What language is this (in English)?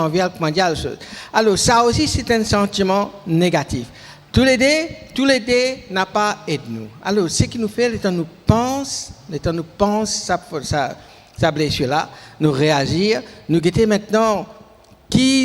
Morisyen